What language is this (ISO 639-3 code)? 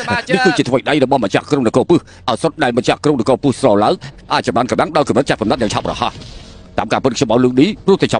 khm